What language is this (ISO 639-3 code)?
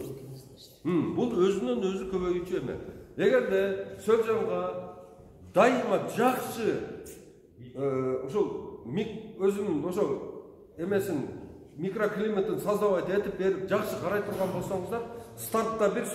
kir